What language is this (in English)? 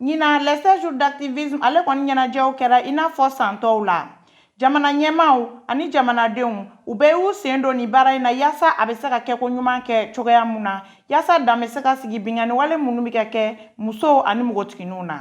Bambara